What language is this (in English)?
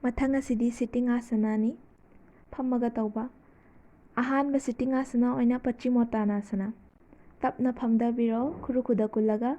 Manipuri